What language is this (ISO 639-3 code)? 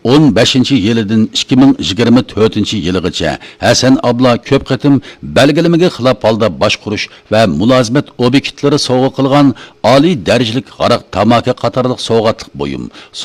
uig